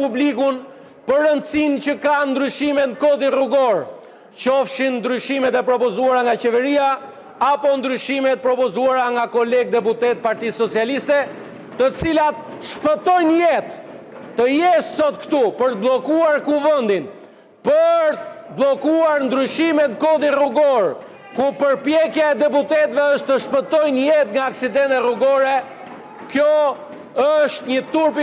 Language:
Albanian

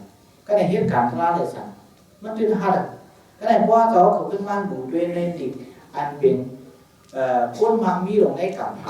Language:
Shan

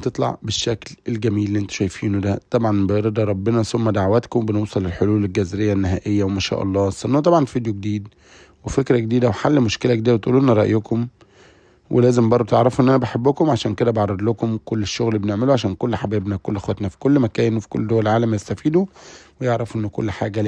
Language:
Egyptian Arabic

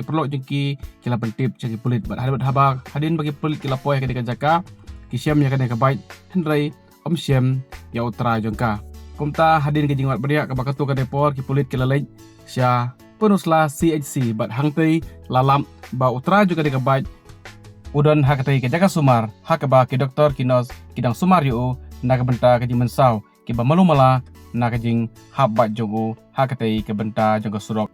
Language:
Khasi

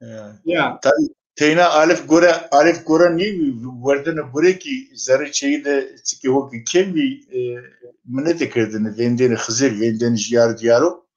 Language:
Zaza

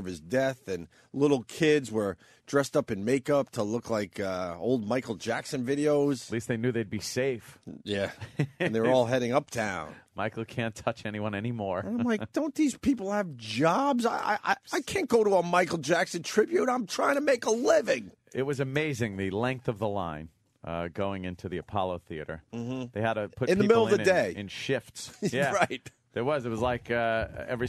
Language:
English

